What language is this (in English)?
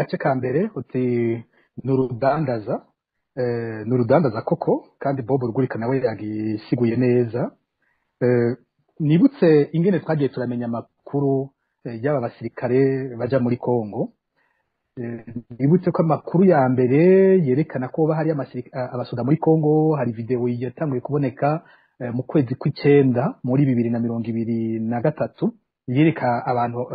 Rundi